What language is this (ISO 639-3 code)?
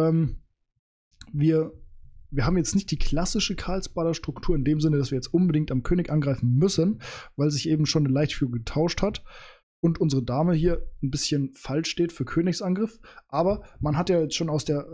deu